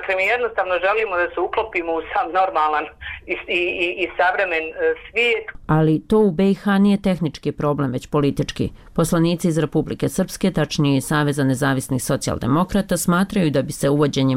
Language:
Bosnian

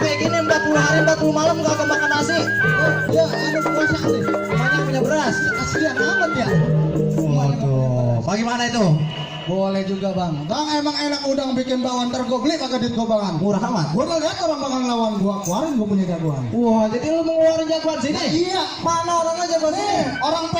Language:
Betawi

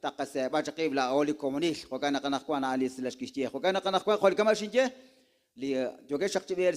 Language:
Kekchí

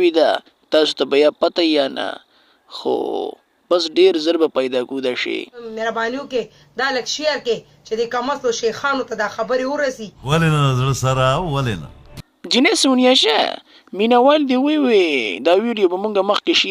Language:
Pashto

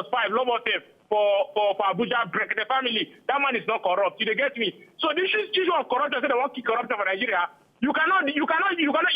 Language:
Nigerian Pidgin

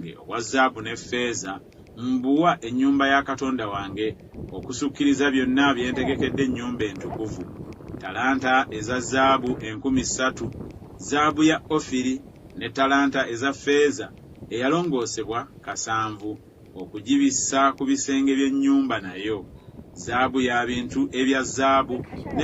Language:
Ganda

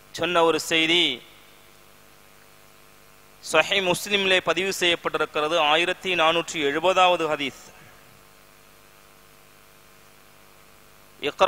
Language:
Tamil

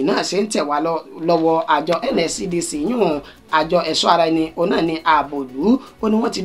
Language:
Yoruba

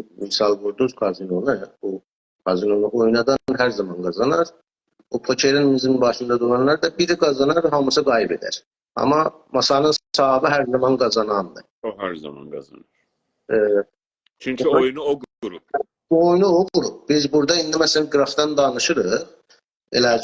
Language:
South Azerbaijani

